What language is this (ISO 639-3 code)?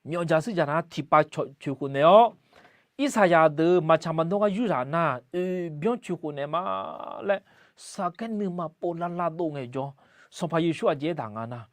ahk